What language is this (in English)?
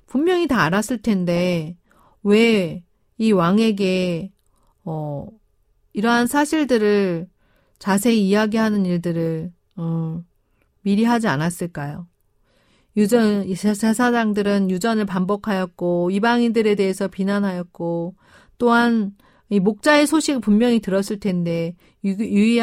Korean